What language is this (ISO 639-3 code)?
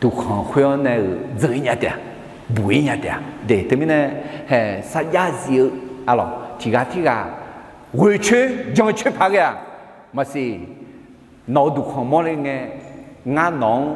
ahk